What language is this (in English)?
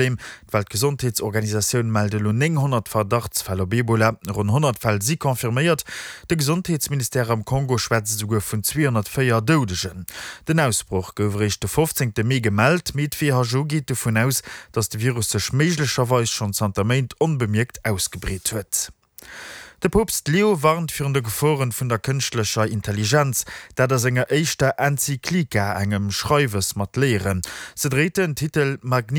Luxembourgish